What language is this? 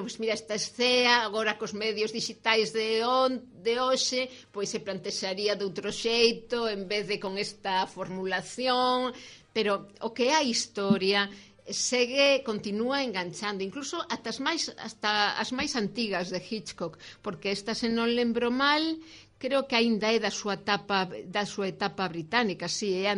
Galician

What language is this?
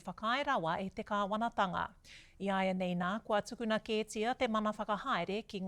Māori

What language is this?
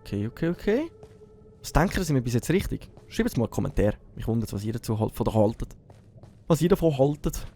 Swiss German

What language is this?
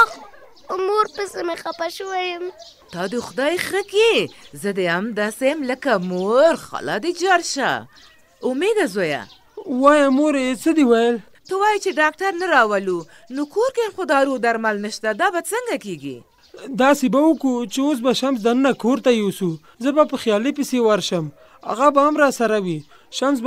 Pashto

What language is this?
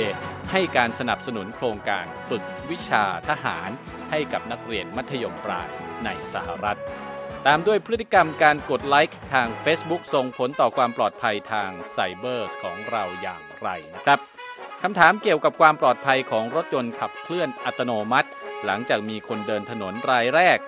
Thai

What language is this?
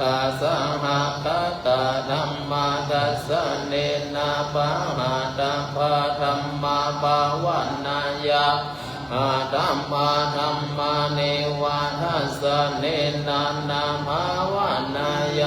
Pali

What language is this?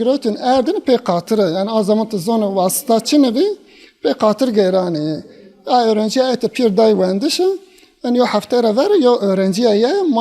Zaza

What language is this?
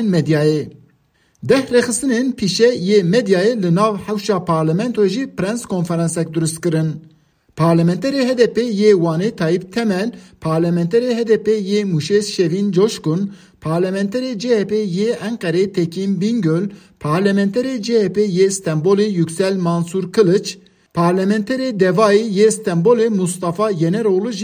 Kurdish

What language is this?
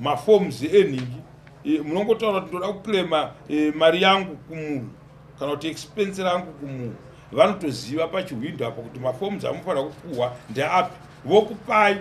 Shona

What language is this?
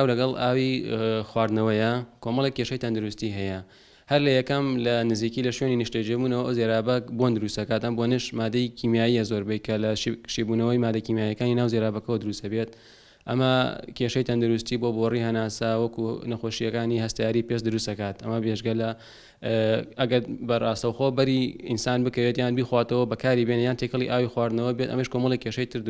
Central Kurdish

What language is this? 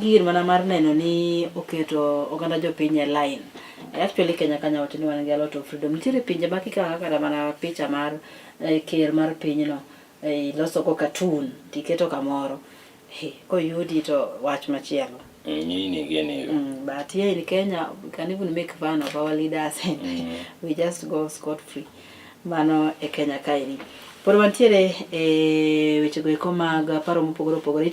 Luo (Kenya and Tanzania)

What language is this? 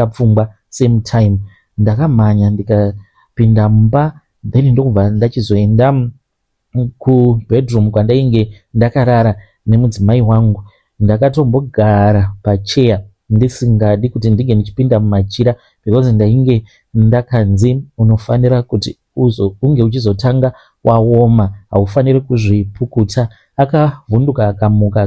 Shona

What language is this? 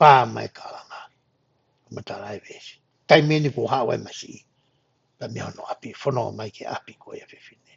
Tongan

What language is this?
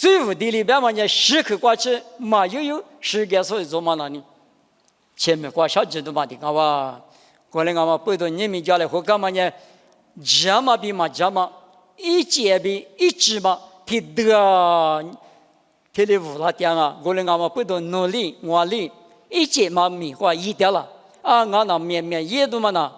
Lisu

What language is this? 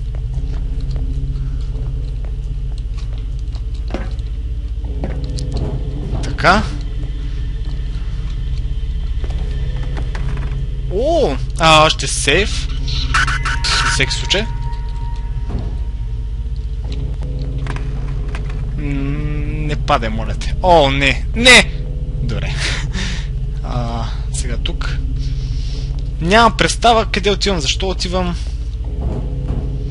Bulgarian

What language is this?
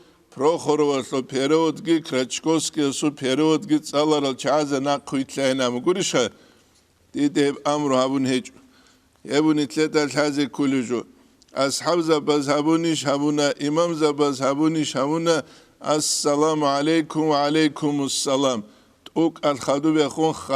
Avaric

